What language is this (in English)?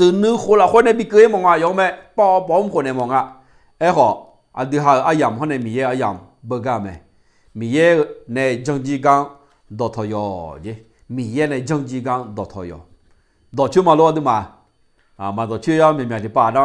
Akha